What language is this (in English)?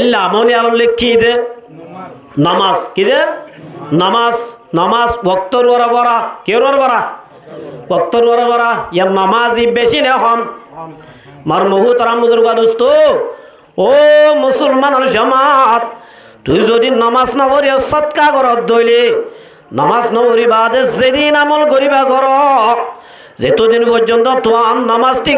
Rohingya